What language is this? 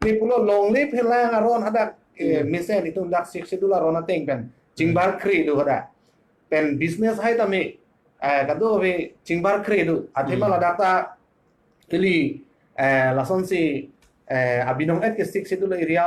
Karbi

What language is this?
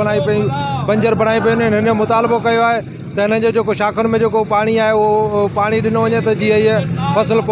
Sindhi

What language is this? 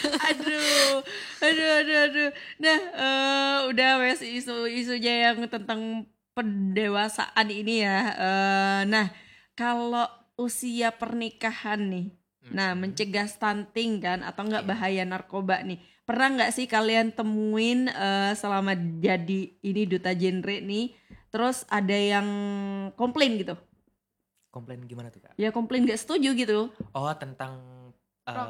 Indonesian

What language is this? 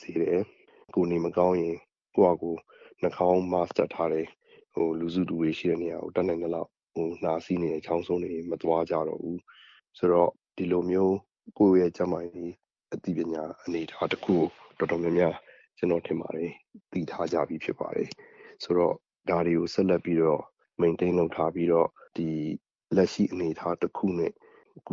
Burmese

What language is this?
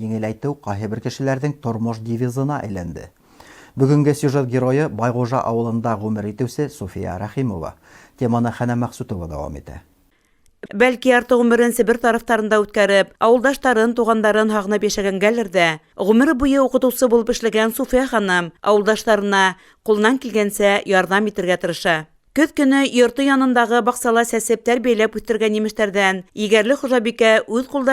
Bashkir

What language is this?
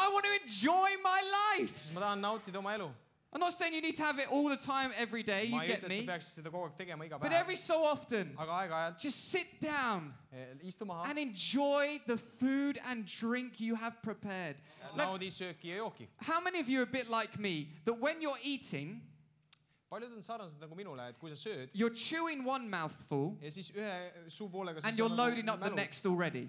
Estonian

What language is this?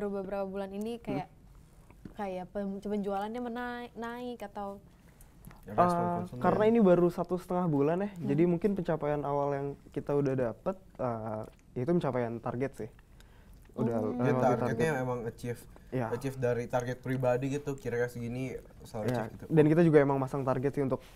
Indonesian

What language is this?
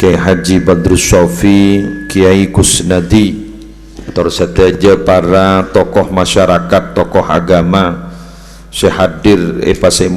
Madurese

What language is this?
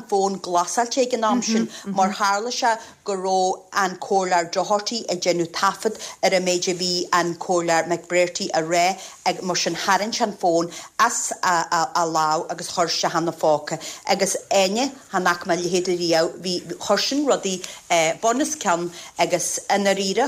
Irish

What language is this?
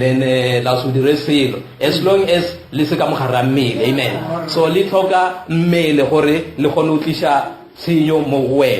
Northern Sotho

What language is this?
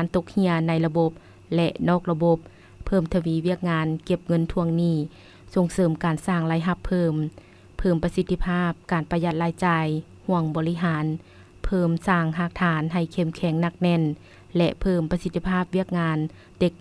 Lao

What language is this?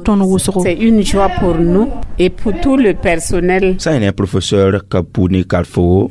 Mossi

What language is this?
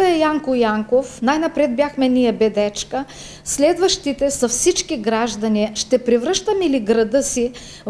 Bulgarian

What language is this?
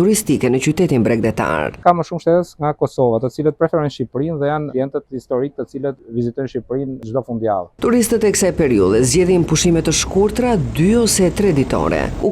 Albanian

